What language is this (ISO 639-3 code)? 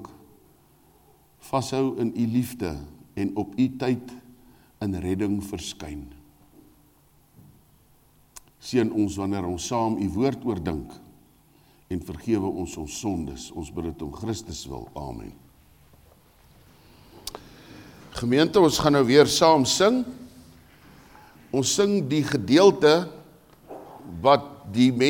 afr